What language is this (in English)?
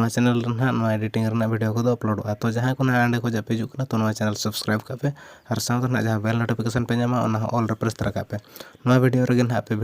Santali